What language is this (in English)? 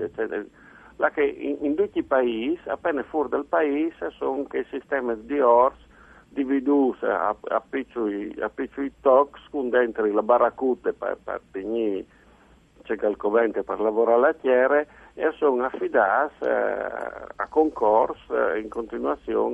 Friulian